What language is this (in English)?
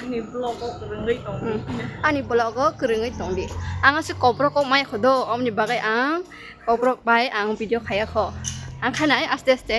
Kok Borok